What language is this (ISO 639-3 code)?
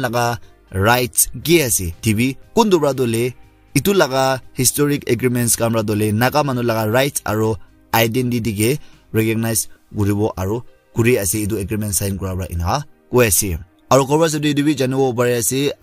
nag